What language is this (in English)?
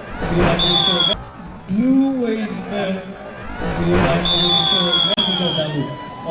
Chokri Naga